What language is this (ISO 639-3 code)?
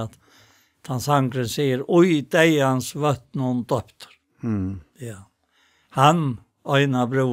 fao